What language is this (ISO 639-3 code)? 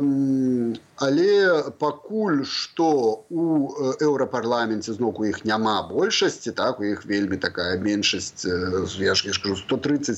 bel